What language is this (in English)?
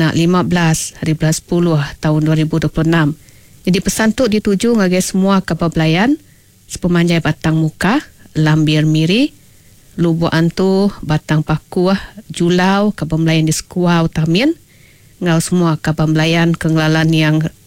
Iban